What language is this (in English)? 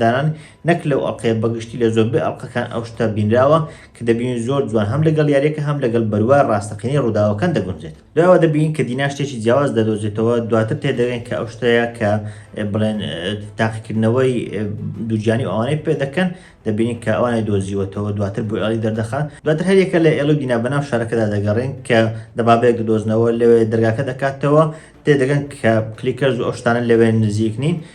Central Kurdish